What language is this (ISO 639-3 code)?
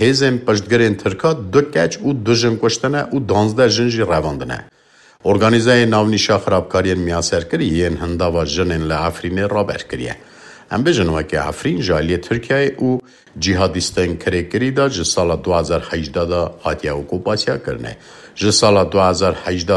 kur